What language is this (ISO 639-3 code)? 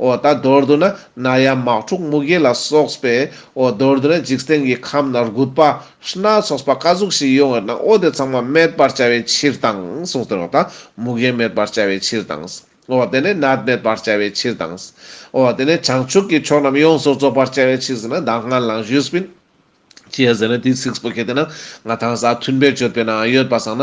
lbj